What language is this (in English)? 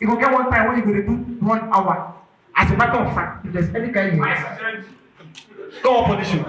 Nigerian Pidgin